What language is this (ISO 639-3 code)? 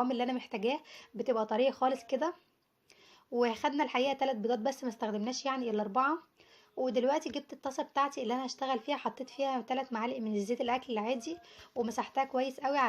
arz